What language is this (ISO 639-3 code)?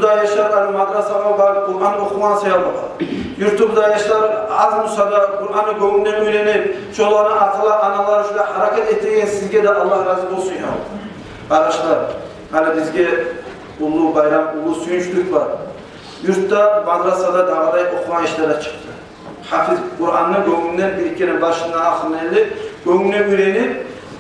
kum